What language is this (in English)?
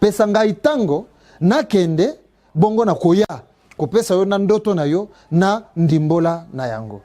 Lingala